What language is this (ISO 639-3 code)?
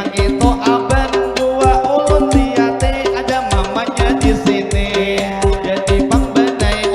bjn